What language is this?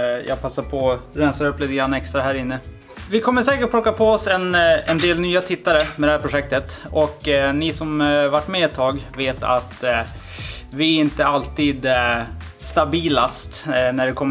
Swedish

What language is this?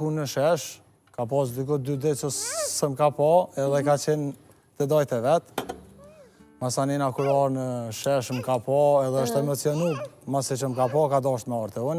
Albanian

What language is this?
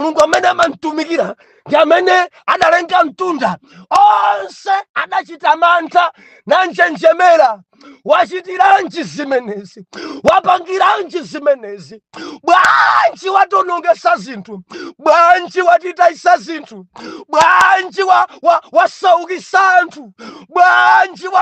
Nyanja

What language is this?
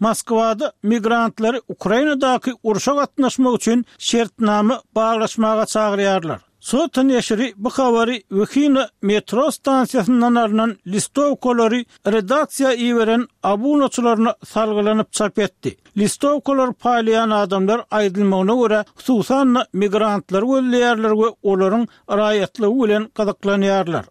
Turkmen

